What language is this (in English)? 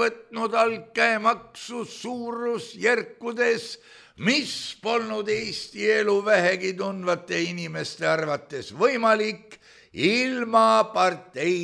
Estonian